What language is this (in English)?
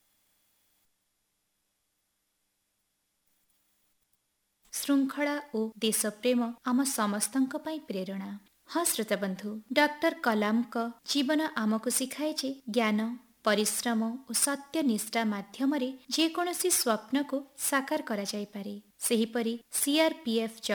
Odia